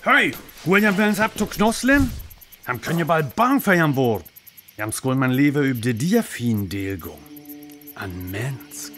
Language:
Northern Frisian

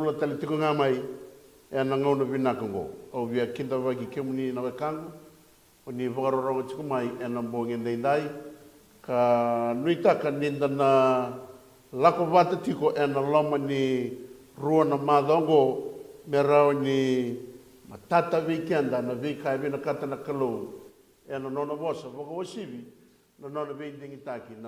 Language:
Fijian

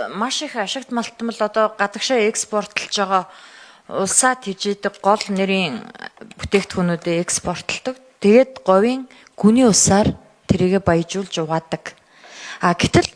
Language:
Mongolian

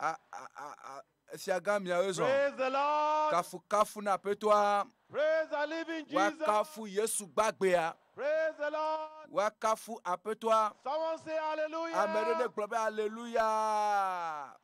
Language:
Ewe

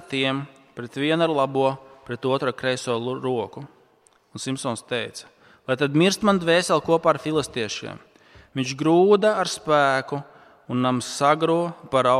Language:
Latvian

